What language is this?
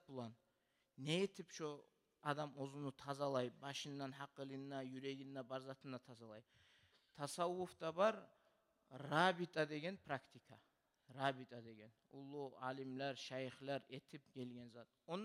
Kumyk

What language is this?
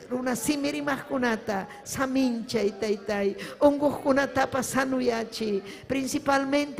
Ayacucho Quechua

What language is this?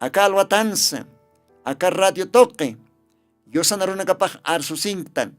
Aymara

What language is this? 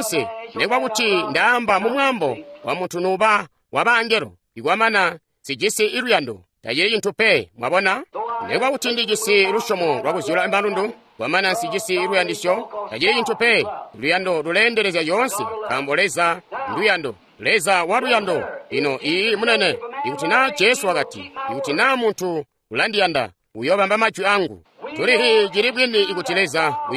Tonga (Zambia)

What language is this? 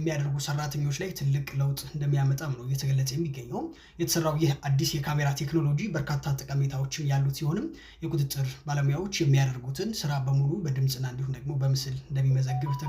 Amharic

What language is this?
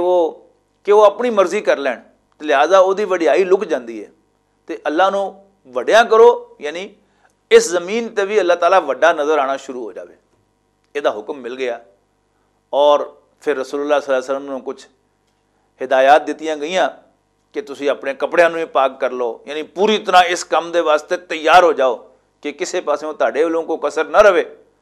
Western Panjabi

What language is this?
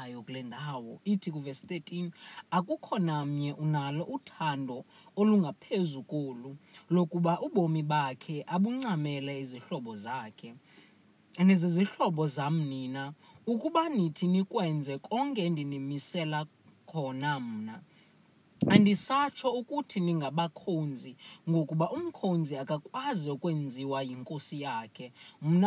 Xhosa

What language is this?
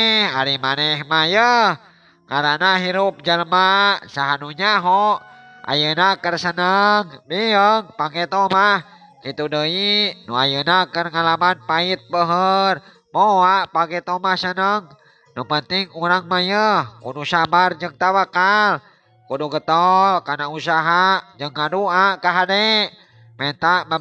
Sundanese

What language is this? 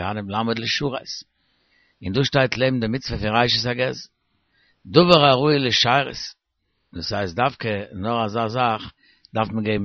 Yiddish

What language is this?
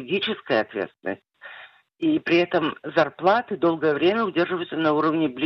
Russian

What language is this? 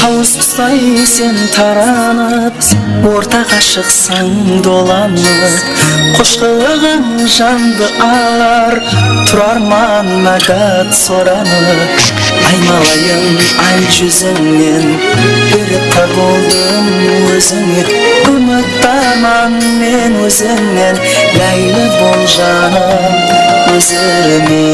Kara-Kalpak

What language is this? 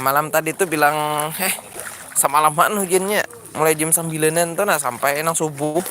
Banjar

